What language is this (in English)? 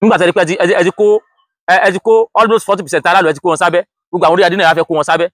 Yoruba